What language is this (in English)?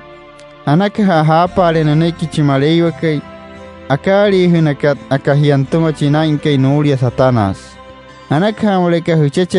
Wayuu